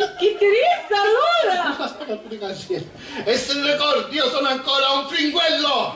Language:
Sicilian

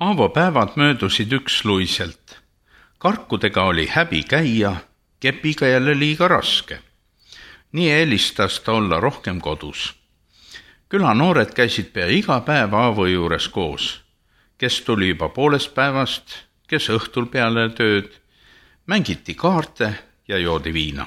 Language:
Estonian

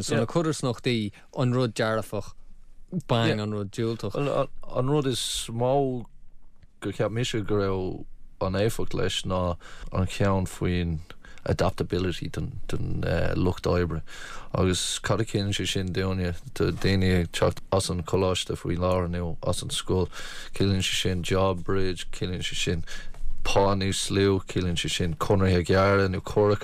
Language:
Irish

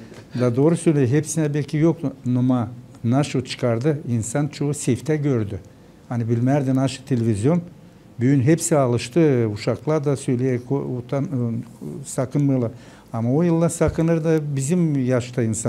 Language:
Gagauz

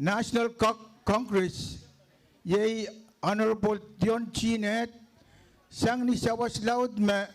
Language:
Pohnpeian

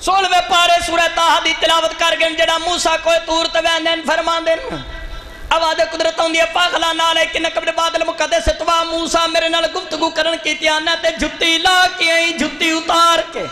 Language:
Saraiki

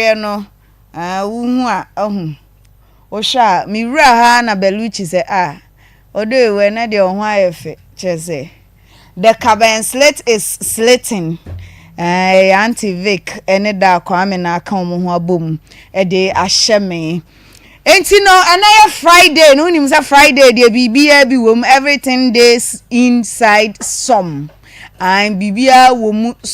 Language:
Akan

